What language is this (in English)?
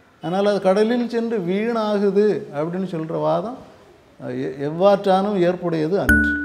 Tamil